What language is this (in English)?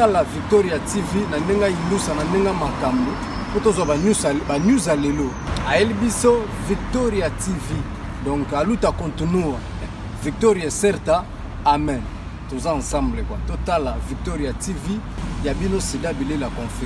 Lingala